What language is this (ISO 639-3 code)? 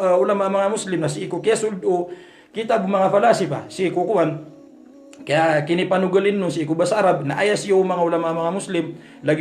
mrw